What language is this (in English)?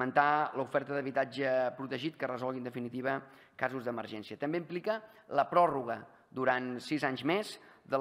Catalan